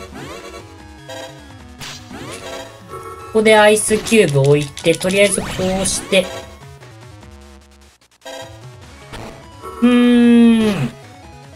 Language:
Japanese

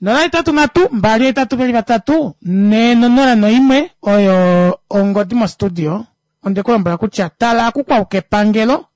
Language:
Kuanyama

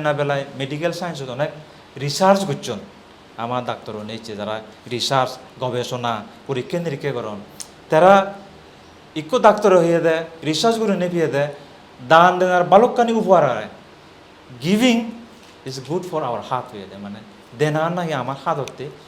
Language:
Chakma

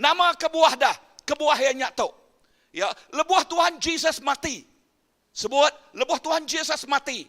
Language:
Iban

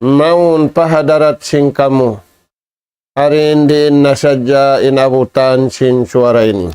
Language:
Tausug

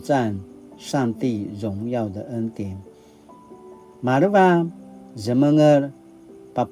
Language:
Paiwan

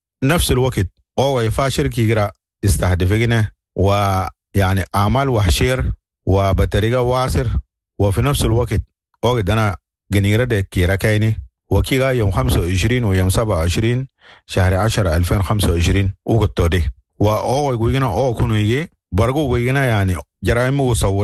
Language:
Sudanese Arabic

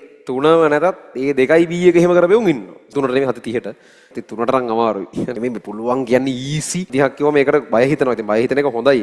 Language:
Sinhala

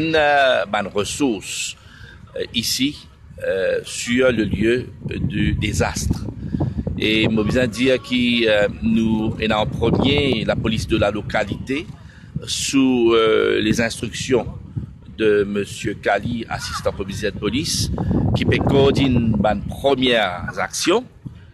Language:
Morisyen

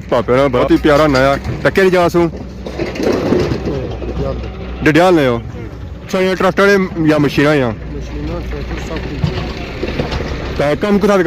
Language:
Pahari-Potwari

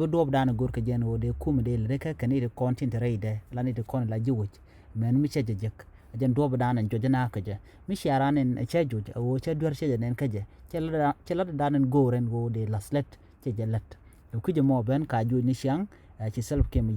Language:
Nuer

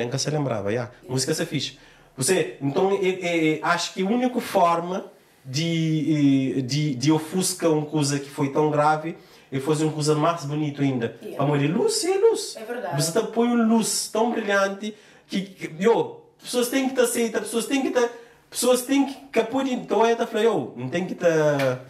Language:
Kabuverdianu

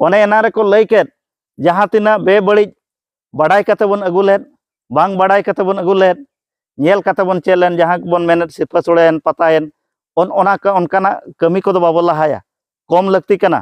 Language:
Santali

